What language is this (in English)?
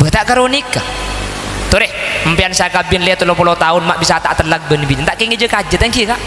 Madurese